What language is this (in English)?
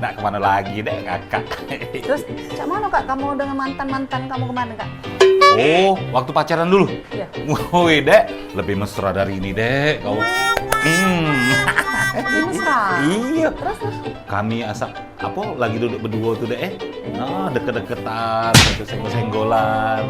Musi